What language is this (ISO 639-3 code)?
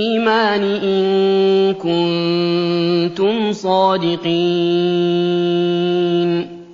ara